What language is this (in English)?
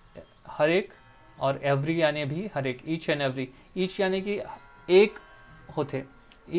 Chhattisgarhi